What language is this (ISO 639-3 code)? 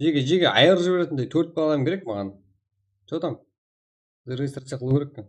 kaa